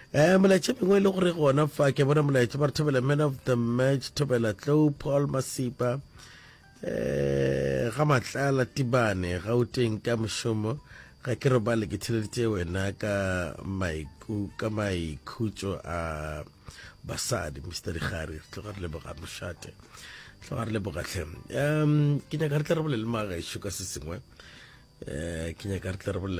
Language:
Northern Sotho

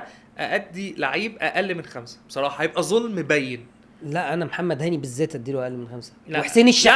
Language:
Egyptian Arabic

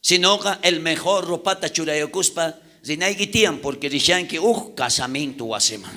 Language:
South Bolivian Quechua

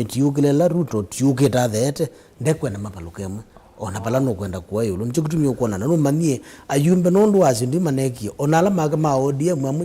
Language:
Kamba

